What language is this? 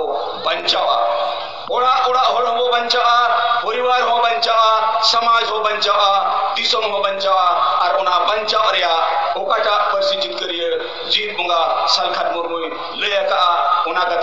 Santali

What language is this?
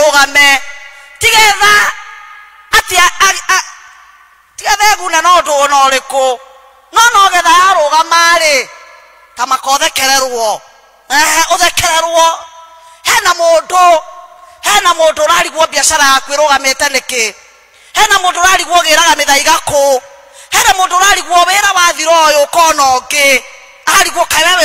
Kikuyu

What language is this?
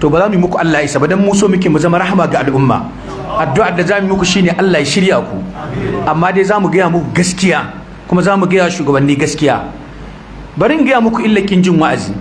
Hausa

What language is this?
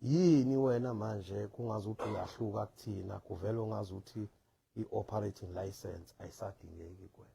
Zulu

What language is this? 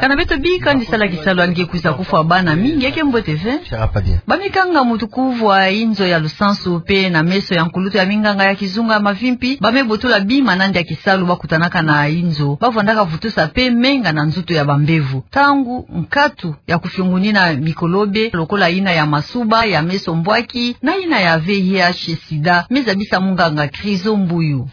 Kituba (Democratic Republic of Congo)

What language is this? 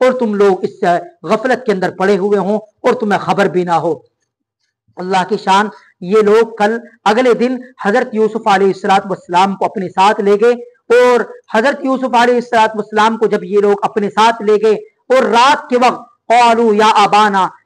Urdu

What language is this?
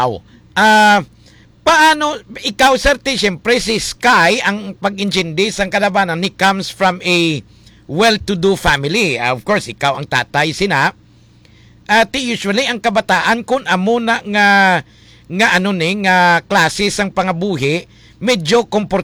Hiligaynon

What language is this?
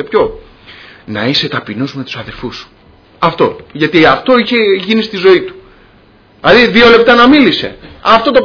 Greek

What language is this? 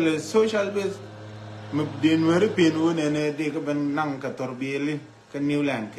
Nuer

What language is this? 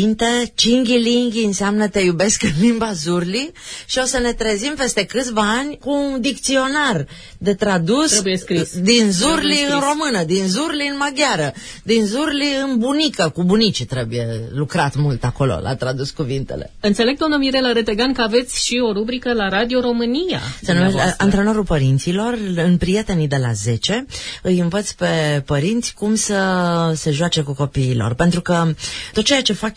Romanian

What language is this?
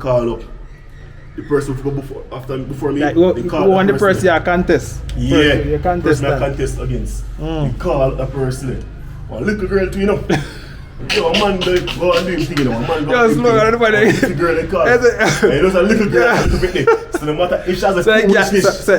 Jamaican Creole English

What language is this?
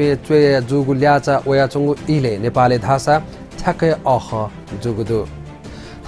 Newari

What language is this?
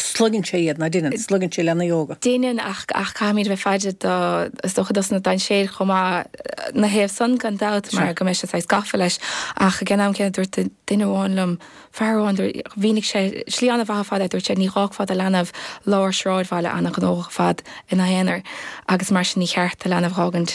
Irish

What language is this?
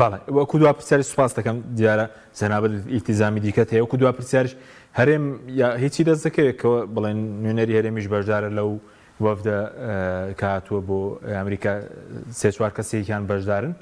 Central Kurdish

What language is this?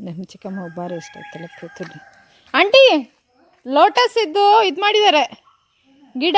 Tulu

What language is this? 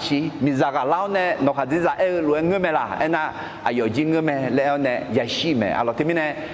Akha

